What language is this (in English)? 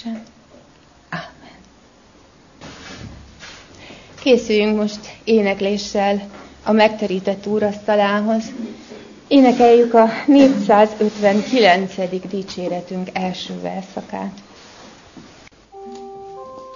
Hungarian